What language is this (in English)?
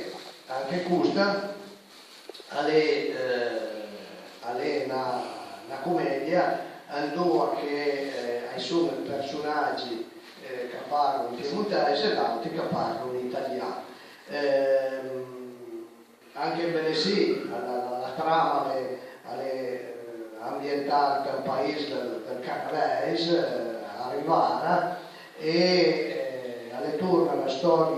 Piedmontese